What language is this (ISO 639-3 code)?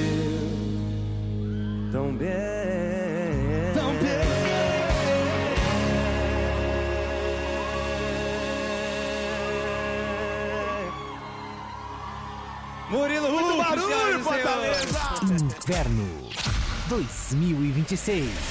por